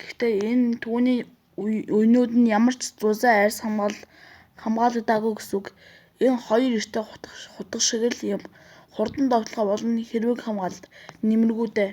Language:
Mongolian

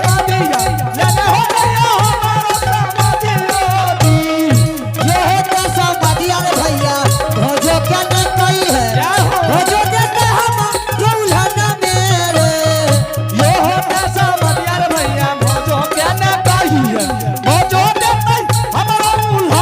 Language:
Angika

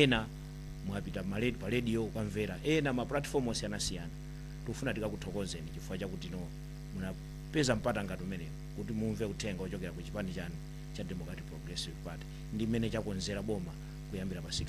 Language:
Nyanja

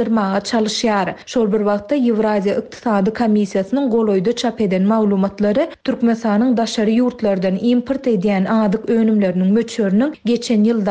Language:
Turkmen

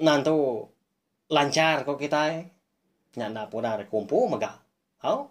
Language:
Iban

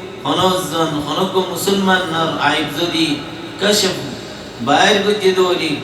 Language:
Rohingya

